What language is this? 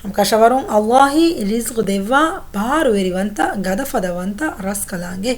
Divehi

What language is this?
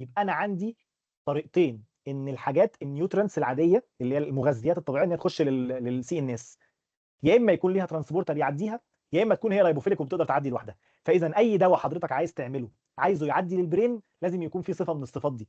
Egyptian Arabic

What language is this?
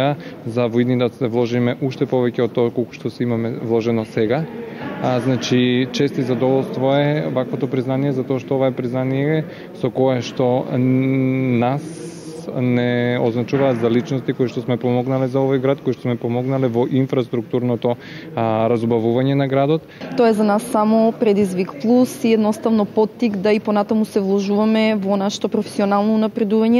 Macedonian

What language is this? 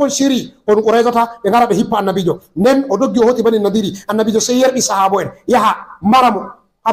Fula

